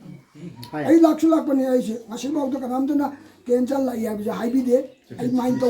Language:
Manipuri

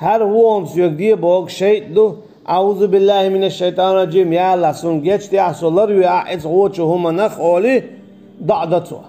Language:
Chechen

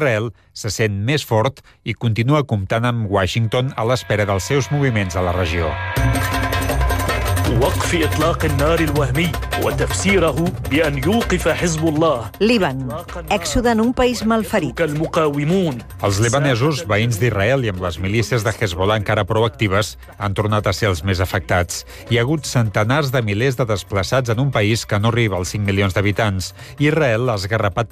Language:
Catalan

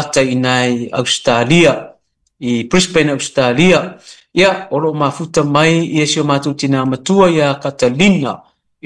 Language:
Samoan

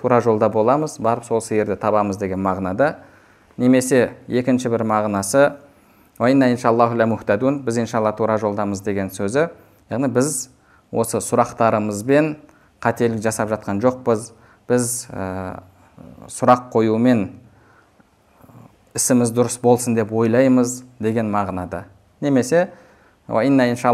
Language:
Kazakh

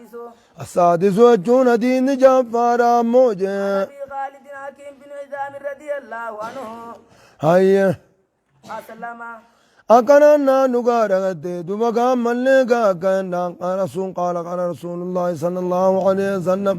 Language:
Oromo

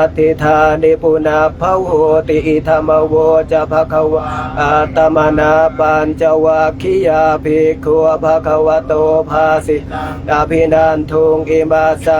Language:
Pali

